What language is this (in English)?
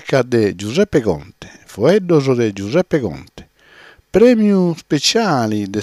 Sardinian